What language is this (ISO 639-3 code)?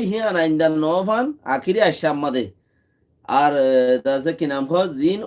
rhg